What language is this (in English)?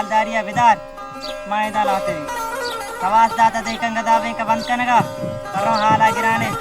Baluchi